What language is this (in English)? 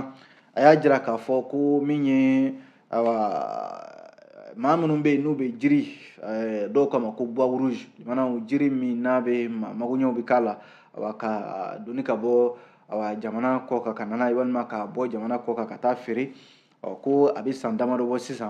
Bambara